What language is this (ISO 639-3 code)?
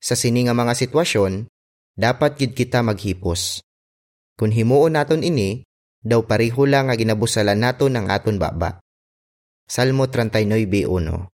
hil